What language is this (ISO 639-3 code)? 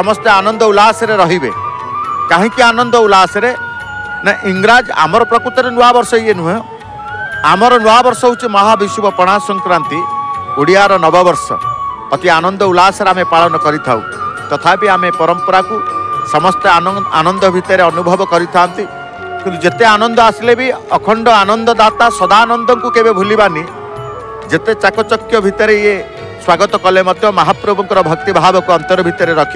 ori